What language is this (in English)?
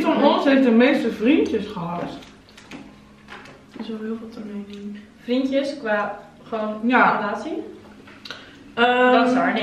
Dutch